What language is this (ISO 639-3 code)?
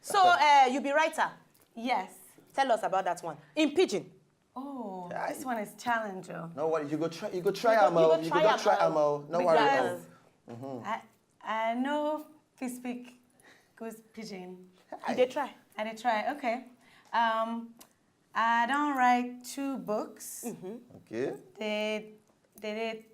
pcm